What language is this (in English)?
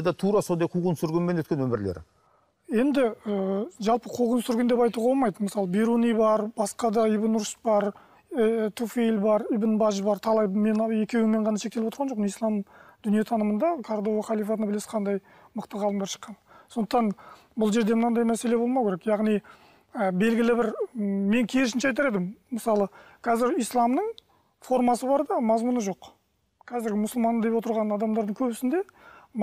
Kazakh